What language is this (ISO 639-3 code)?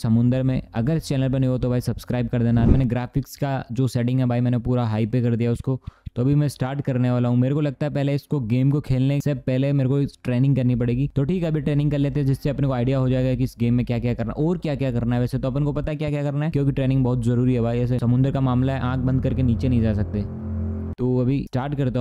hin